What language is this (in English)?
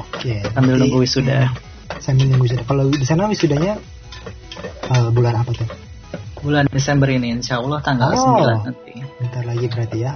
Indonesian